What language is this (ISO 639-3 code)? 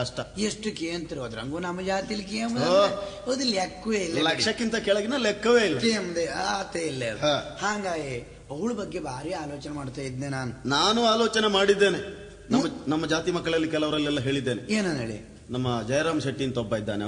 kan